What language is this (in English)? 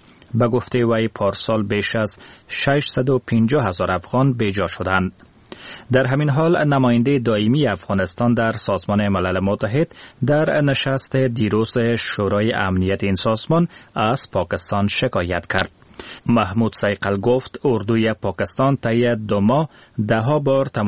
Persian